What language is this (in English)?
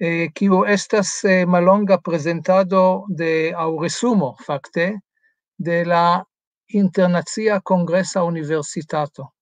Esperanto